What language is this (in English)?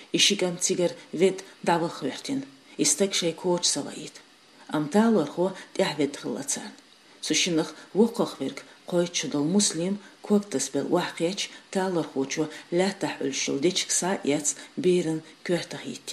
Chechen